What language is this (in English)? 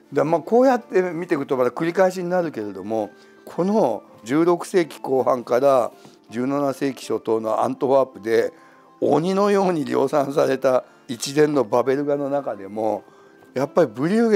Japanese